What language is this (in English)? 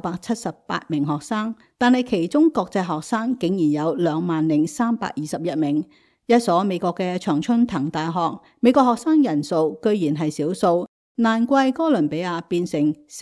Cantonese